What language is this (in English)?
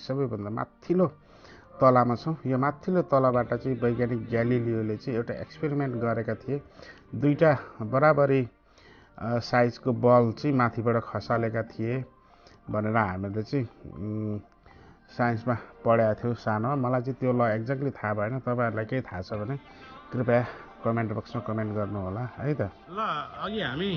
Nepali